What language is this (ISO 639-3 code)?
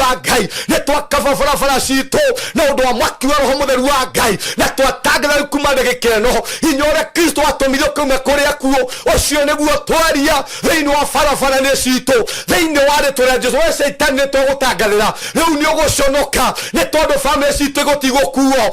kik